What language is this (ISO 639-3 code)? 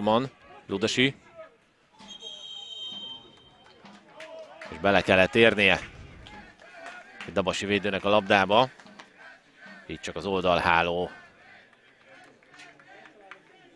hun